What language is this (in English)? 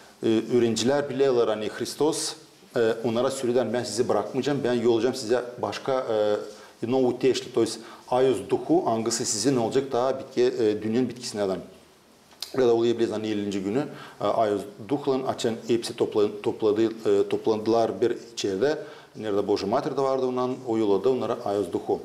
Gagauz